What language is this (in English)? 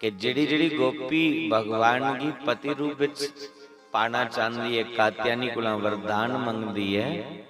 Dogri